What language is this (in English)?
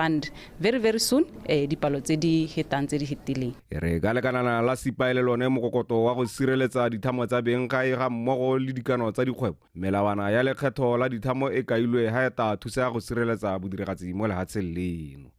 Tswana